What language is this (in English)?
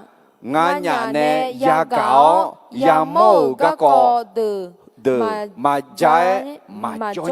Akha